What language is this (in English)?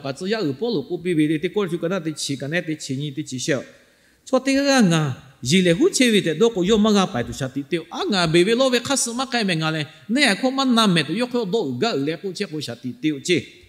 Lahu